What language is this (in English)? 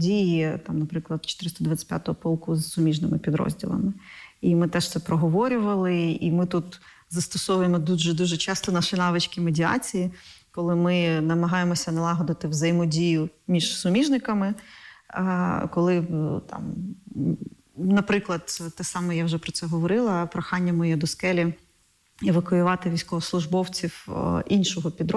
Ukrainian